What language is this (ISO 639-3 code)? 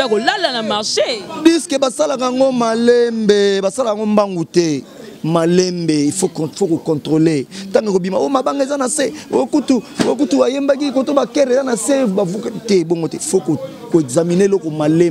lin